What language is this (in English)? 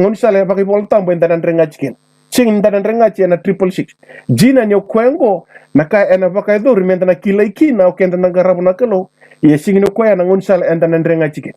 Fijian